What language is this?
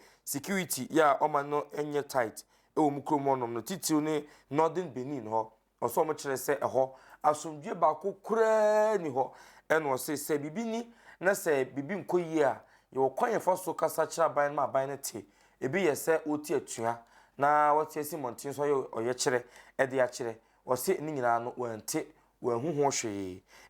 Akan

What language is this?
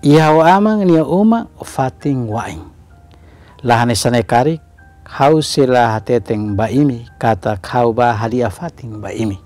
Tetum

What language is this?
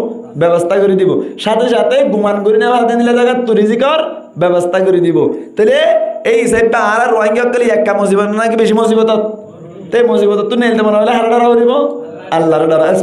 Rohingya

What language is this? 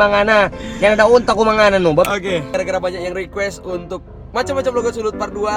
Manado Malay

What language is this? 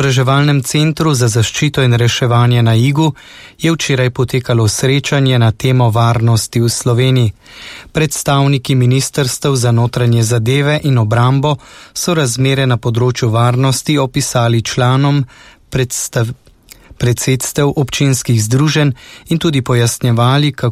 Slovenian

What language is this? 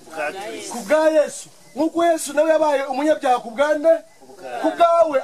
Kinyarwanda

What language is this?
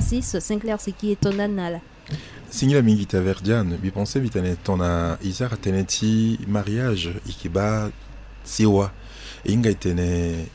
Sango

